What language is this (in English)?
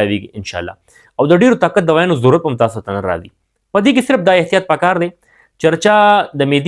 Pashto